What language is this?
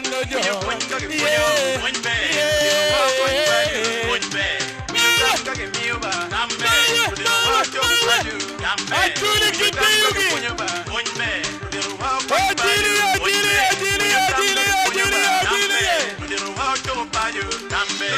Acoli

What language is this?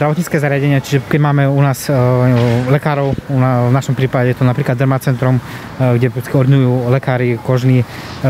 Slovak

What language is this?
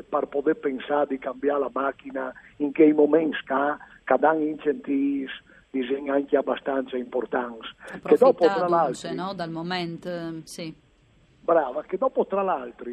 Friulian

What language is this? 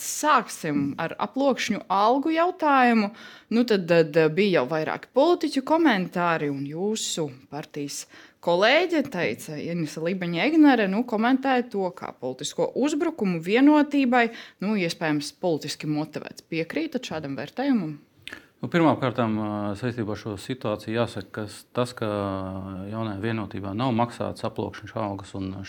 Latvian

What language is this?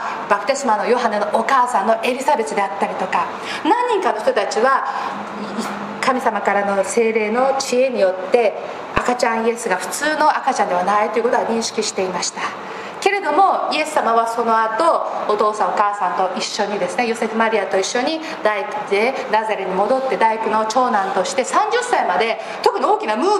Japanese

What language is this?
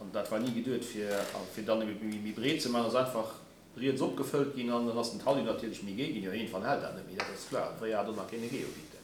Luxembourgish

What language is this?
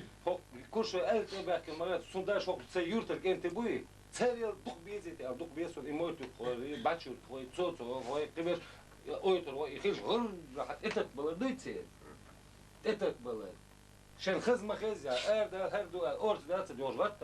Chechen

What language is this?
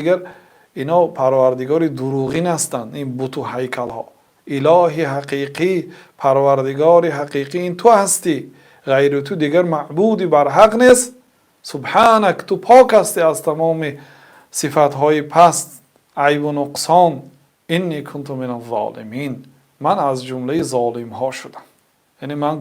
Tajik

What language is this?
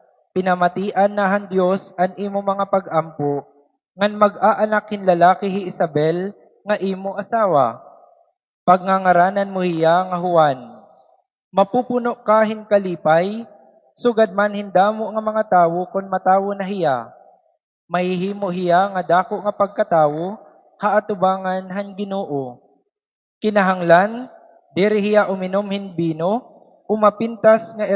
Waray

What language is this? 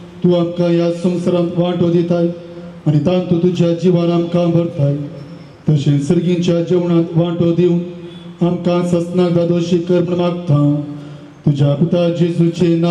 Konkani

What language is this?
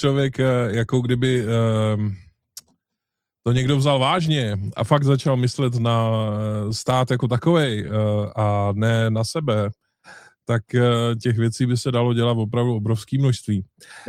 Czech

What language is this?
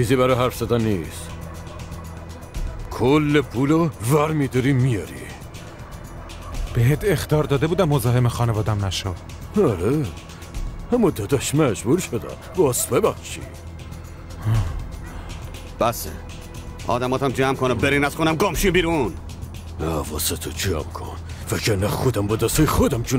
Persian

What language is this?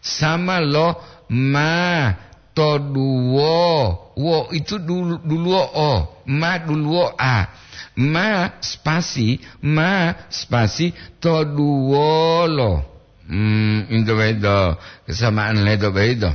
Gorontalo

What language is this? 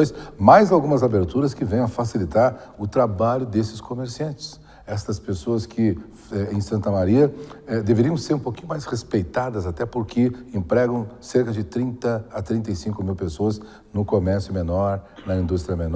Portuguese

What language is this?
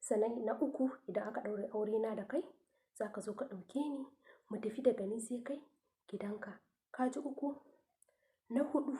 Hausa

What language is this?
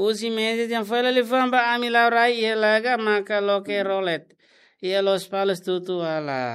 Tetum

